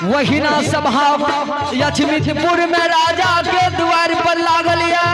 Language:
Angika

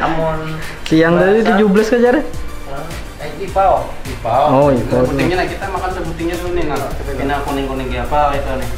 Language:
Banjar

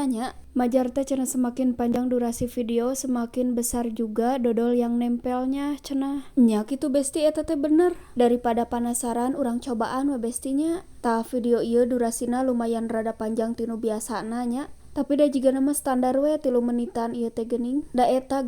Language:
Sundanese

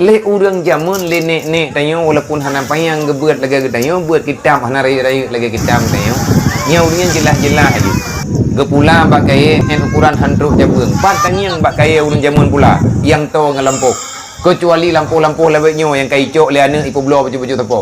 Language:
Achinese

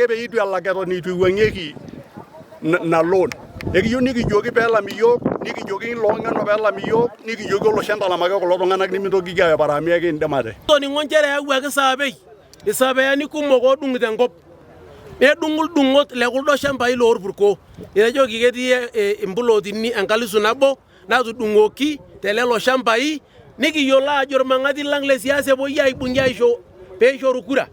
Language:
Masai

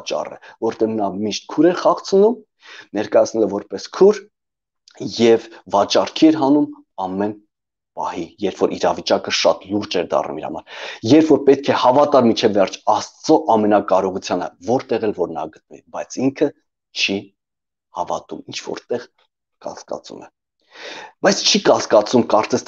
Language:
Armenian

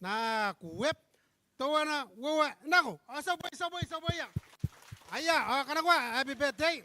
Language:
Gilbertese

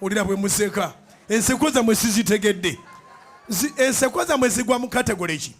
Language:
Ganda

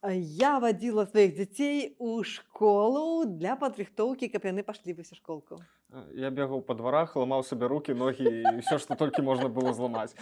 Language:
Belarusian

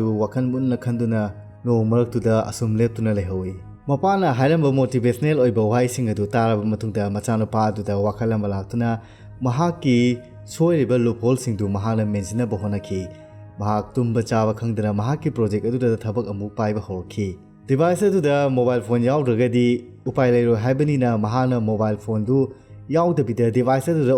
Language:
Manipuri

